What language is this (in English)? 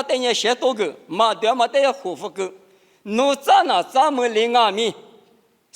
Lisu